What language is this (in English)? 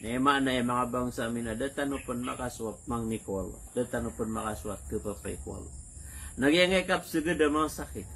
Maranao